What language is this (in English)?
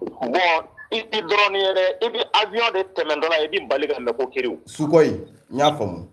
Bambara